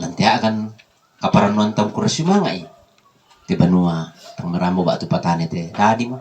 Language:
Toraja-Sa'dan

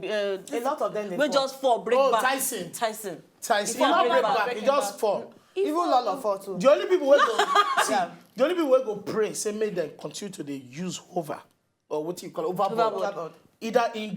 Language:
Nigerian Pidgin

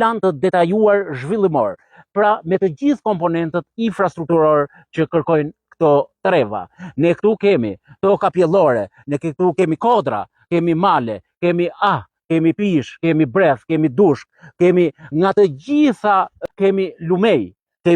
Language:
Albanian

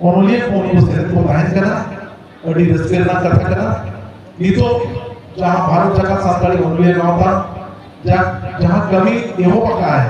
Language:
Santali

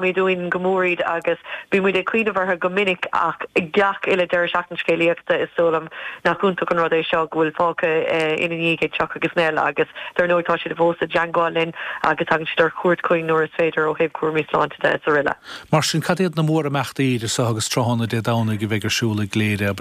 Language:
Irish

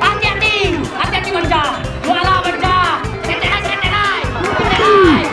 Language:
Minangkabau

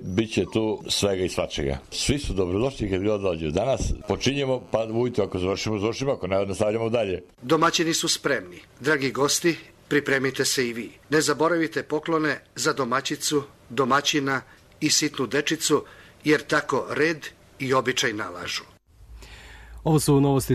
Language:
Serbian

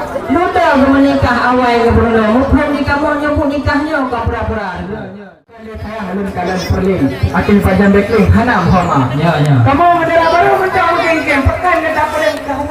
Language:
Achinese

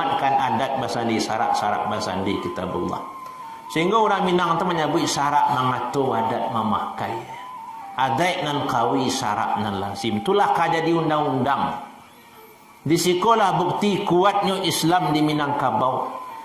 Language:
Minangkabau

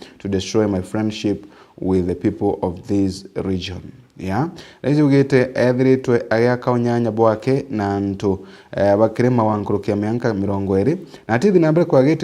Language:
Meru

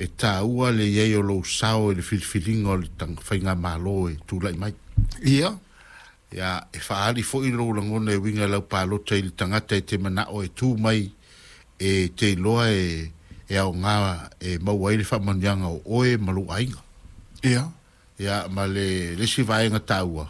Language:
Samoan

